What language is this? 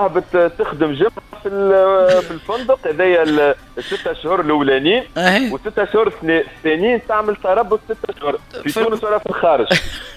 Tunisian Arabic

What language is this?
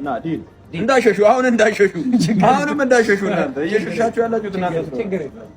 Amharic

